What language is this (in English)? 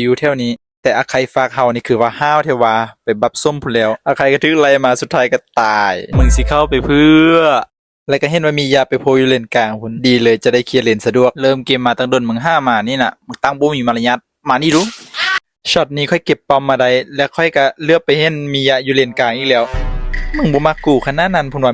Northeastern Thai